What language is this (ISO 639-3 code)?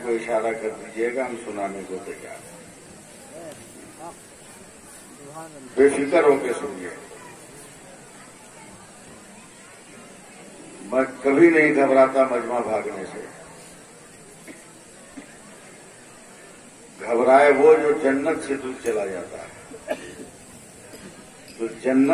urd